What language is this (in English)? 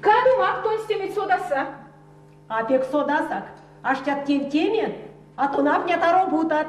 Erzya